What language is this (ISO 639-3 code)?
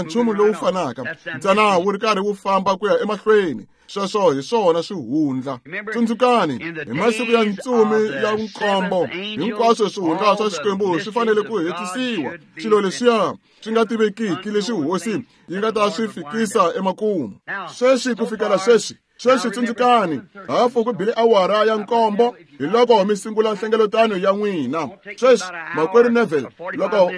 tso